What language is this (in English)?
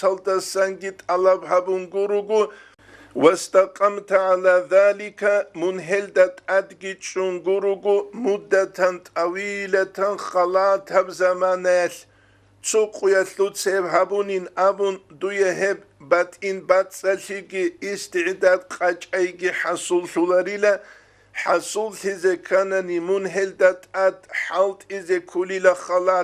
Avaric